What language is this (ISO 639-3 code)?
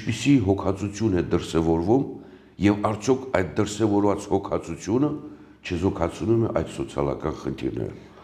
hye